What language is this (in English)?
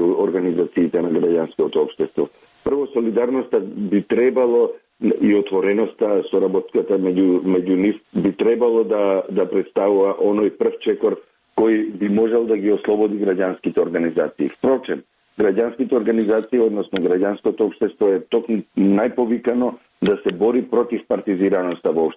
Macedonian